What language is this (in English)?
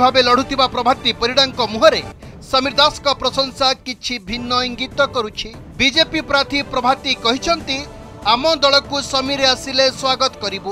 Odia